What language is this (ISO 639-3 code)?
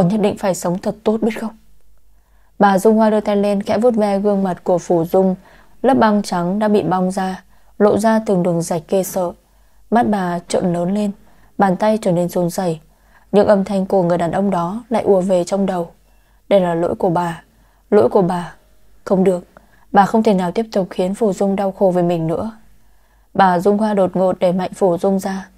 vie